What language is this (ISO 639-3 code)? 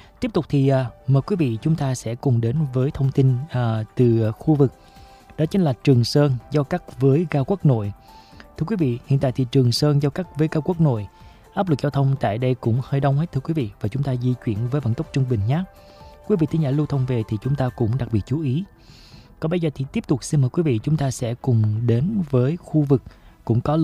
vie